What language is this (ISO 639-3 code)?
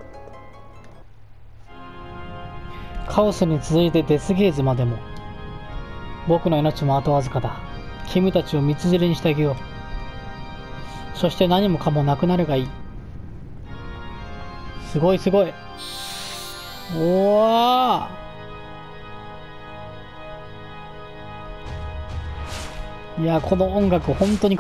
jpn